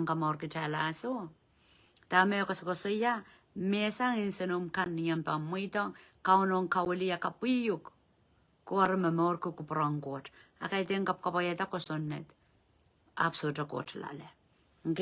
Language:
Pohnpeian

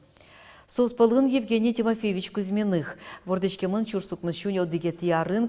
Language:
Udmurt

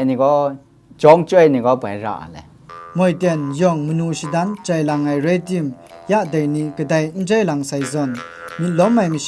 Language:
Kachin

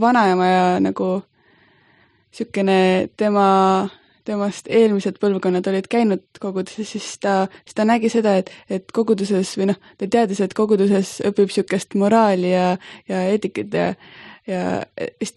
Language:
Estonian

